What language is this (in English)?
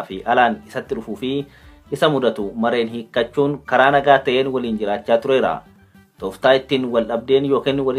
Oromo